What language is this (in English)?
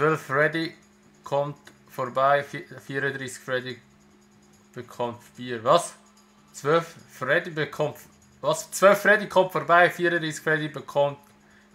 Swiss German